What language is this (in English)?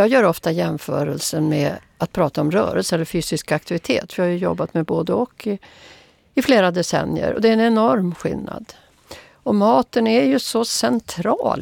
Swedish